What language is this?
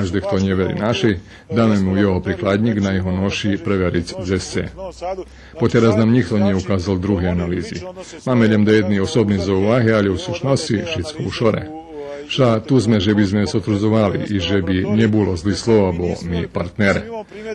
Rusyn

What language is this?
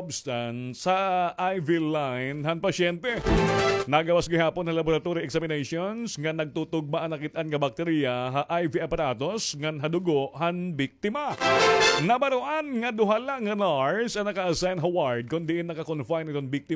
Waray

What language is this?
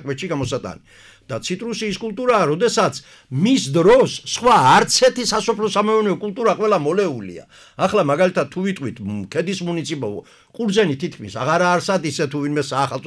Georgian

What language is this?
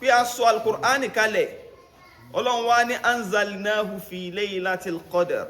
Yoruba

